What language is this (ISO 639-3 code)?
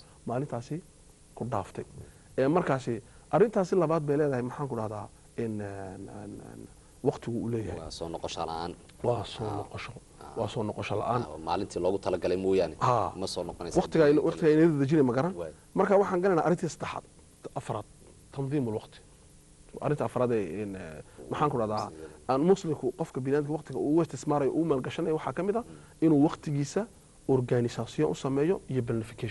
som